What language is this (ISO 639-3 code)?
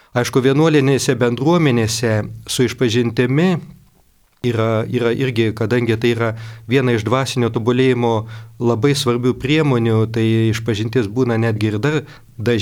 lit